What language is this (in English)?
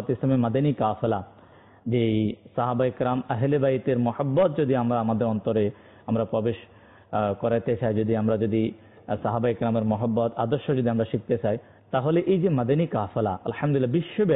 Bangla